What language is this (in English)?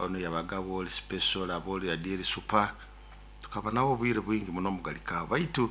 Nyoro